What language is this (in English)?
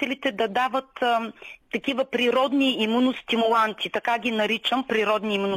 Bulgarian